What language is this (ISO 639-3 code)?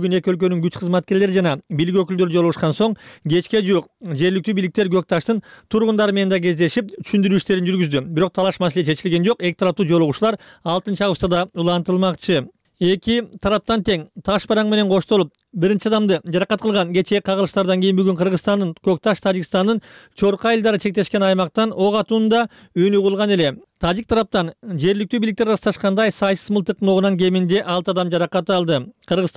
kir